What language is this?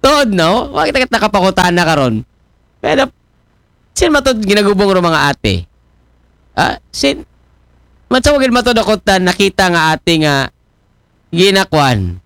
Aklanon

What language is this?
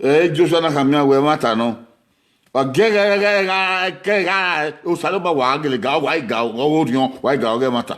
Bini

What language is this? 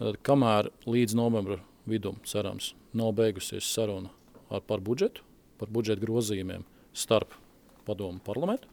Latvian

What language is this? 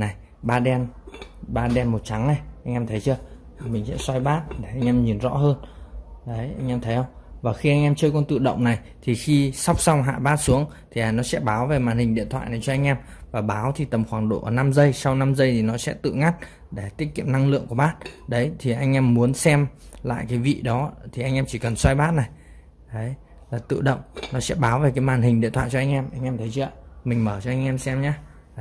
Vietnamese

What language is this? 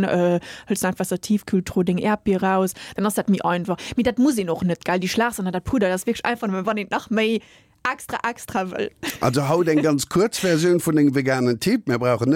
Luxembourgish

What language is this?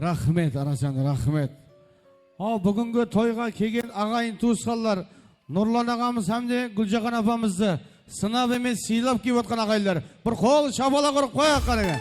Kara-Kalpak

